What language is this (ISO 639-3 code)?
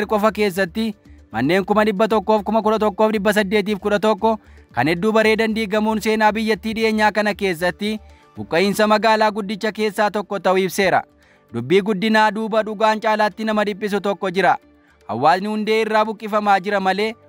orm